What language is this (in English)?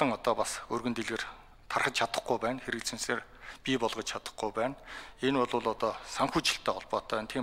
Mongolian